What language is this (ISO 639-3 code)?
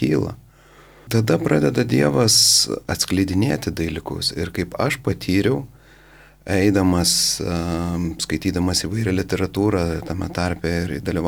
lit